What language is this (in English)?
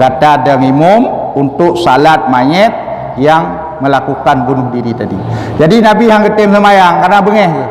Achinese